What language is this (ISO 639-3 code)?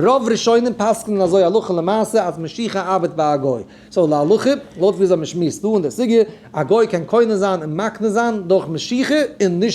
yid